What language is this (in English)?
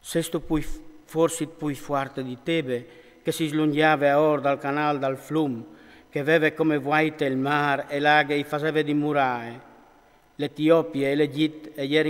Friulian